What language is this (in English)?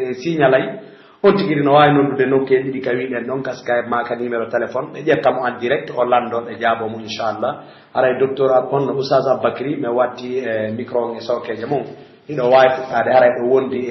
Pular